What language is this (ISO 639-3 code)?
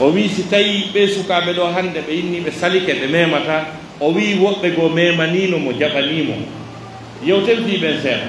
fuf